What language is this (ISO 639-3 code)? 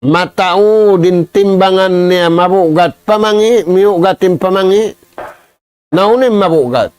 tsg